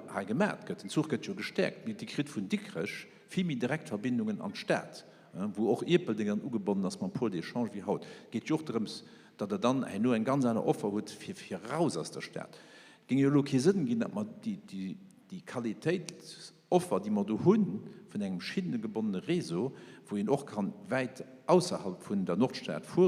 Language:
Luxembourgish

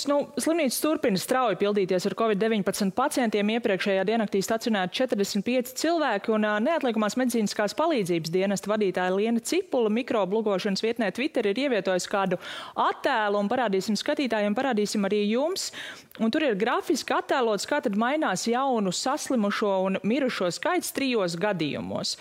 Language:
Latvian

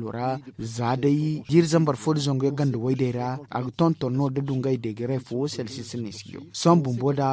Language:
Zarma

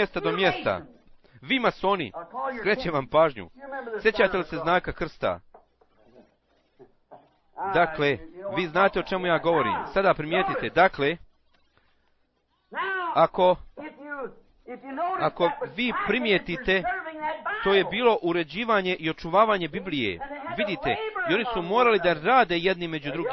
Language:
Bosnian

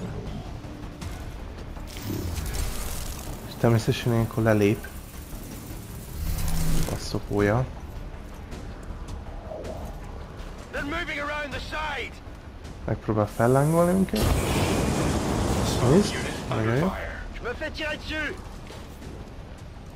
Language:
Hungarian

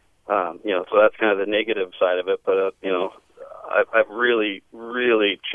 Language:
English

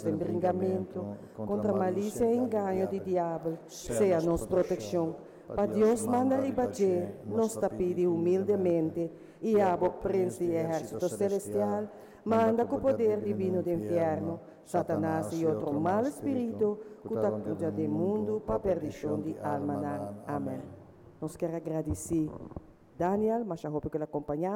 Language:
Papiamento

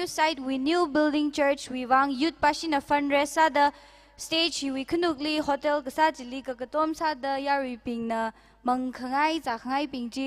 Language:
Tangkhul Naga (India)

